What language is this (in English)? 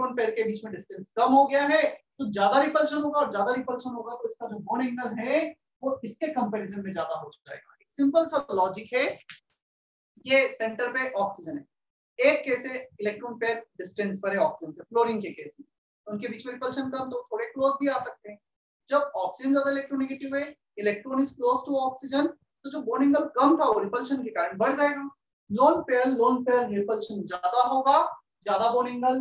Hindi